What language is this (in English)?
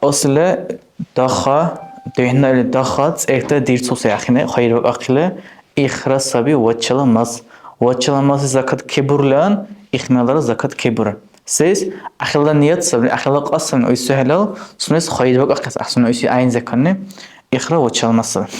Dargwa